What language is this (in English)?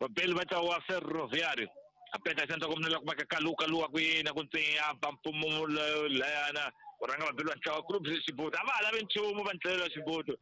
Tsonga